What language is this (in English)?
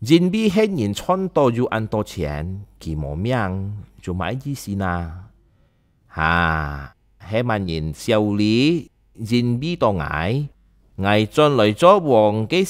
Hakka Chinese